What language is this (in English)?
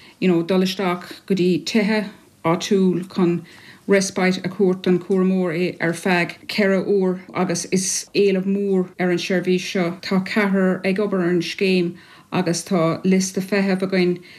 Irish